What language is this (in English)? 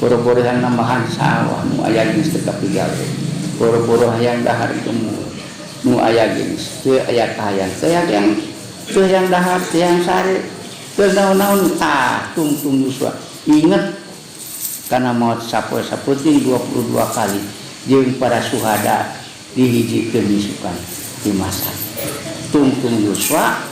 Sundanese